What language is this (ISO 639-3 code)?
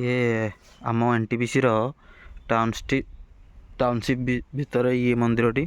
ori